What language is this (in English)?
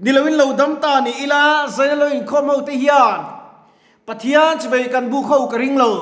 Mizo